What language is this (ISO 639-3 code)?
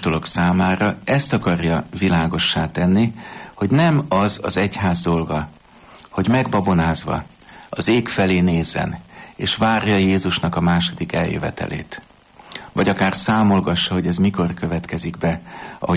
hun